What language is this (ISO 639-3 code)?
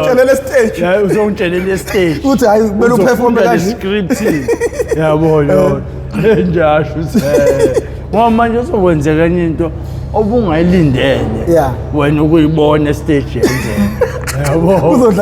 zul